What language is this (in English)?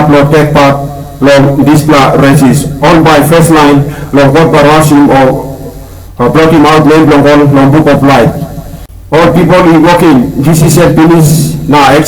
Tok Pisin